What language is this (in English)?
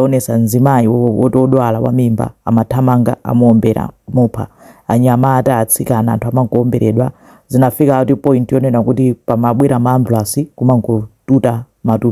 Nyanja